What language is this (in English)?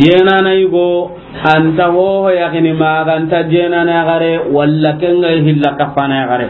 Soninke